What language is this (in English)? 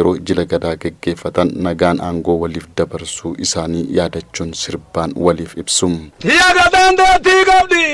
Oromo